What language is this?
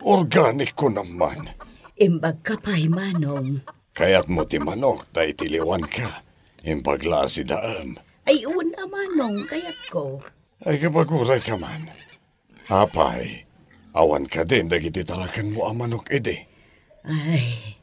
Iloko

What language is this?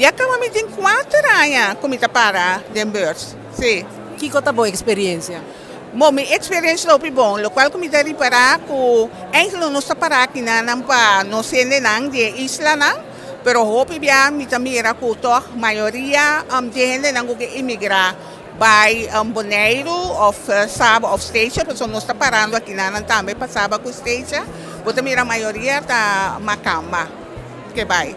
Papiamento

